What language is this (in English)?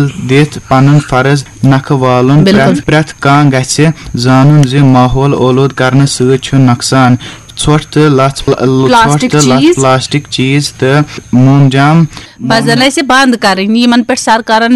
Kashmiri